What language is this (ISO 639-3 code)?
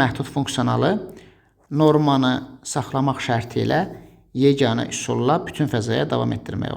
aze